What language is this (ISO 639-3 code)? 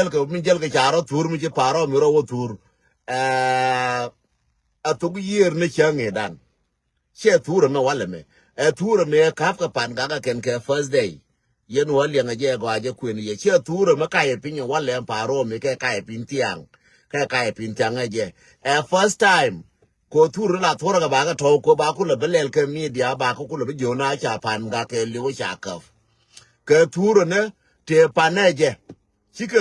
nus